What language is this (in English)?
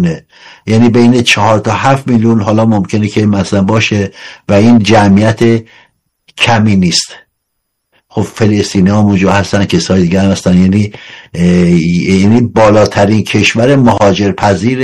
Persian